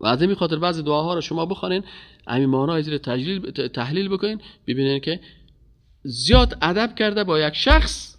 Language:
Persian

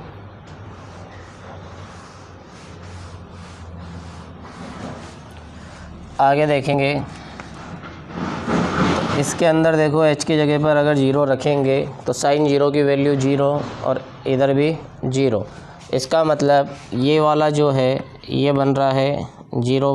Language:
Hindi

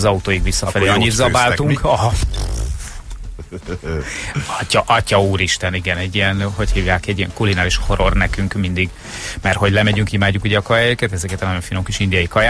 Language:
Hungarian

